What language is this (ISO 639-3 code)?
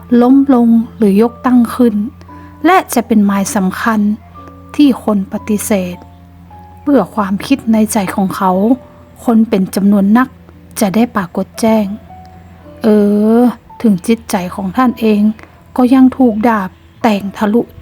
nod